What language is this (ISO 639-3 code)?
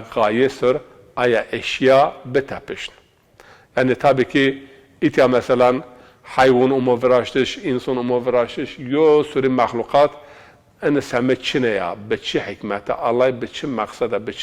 zza